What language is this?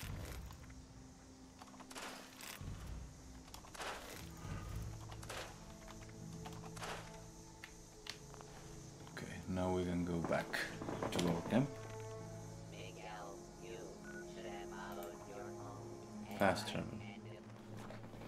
English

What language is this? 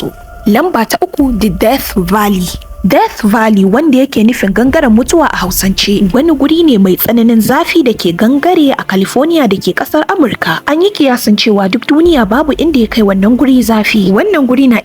Hausa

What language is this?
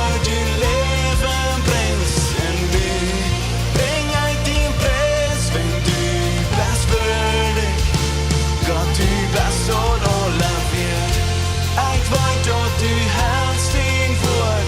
Plautdietsch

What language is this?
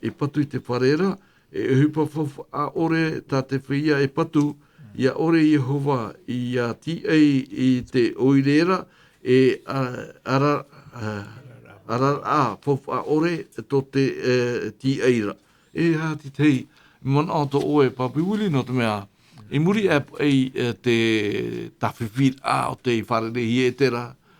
Tahitian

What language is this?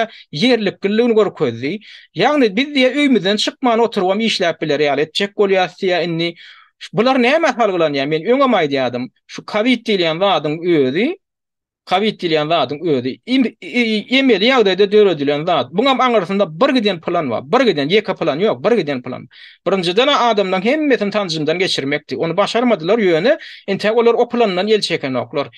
Turkmen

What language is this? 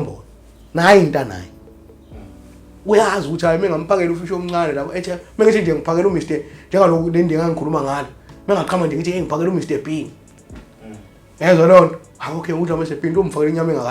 Zulu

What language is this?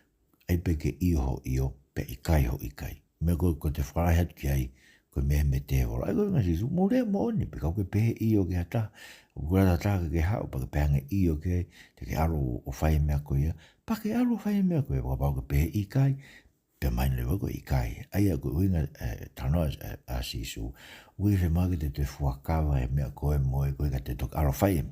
Tongan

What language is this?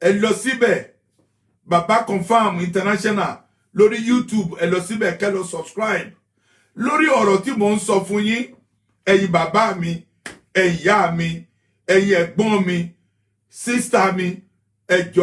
Yoruba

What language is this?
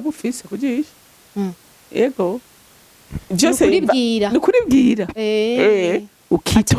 Rundi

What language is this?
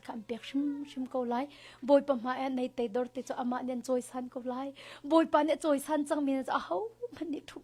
Hakha Chin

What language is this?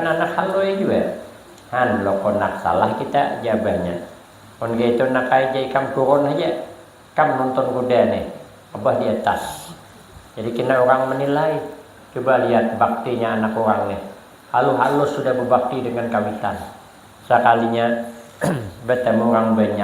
Banjar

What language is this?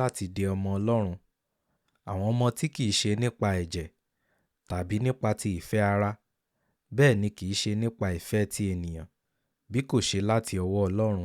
Yoruba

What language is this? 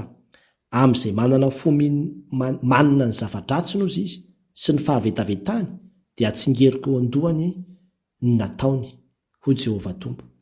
Malagasy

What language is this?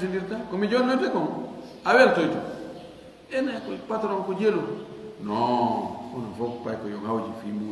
Fula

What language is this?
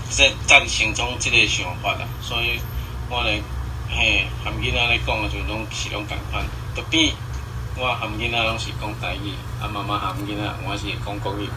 Min Nan Chinese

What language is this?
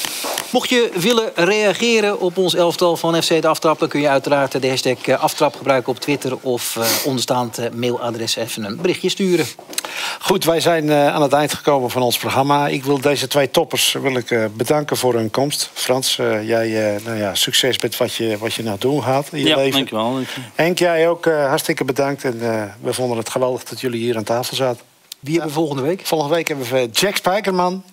Dutch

